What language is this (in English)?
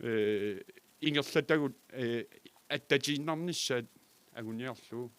Kalaallisut